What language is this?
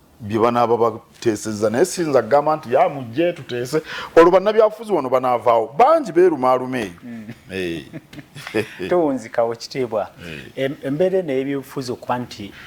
Ganda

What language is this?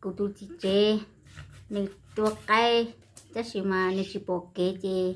Hmong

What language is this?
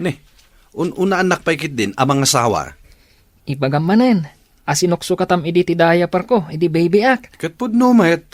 Iloko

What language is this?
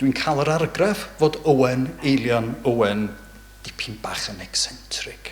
Welsh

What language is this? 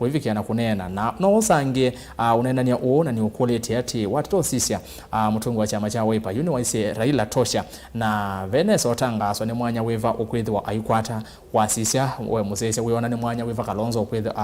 Kamba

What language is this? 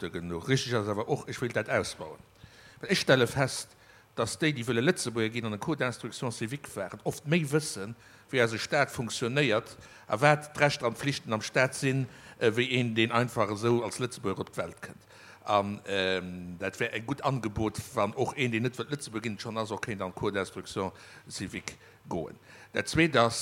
Luxembourgish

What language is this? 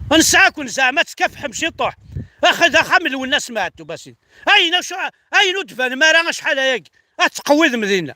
Kabyle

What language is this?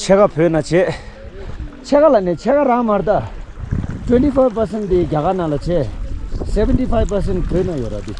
Tibetan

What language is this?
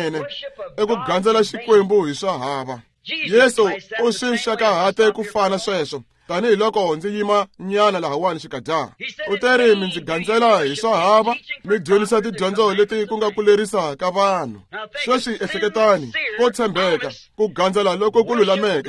Tsonga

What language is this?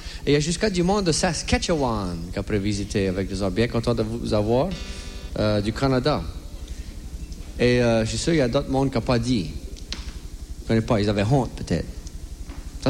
French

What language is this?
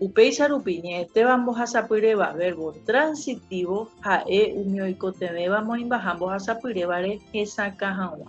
Guarani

